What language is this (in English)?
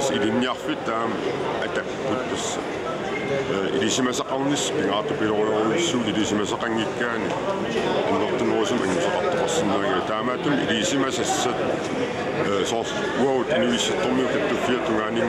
Kalaallisut